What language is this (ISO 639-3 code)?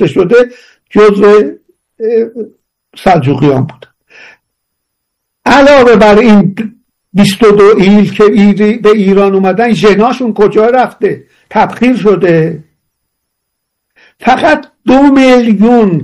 fas